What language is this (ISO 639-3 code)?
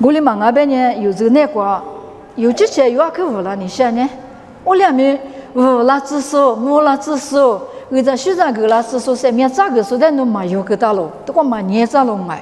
lis